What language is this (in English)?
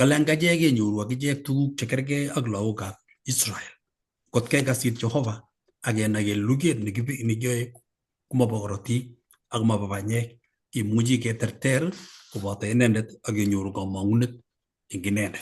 Kalenjin